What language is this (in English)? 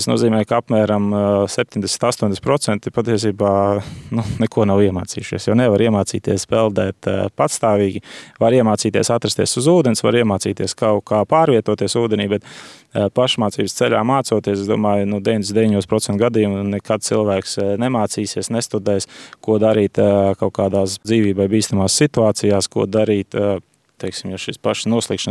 Latvian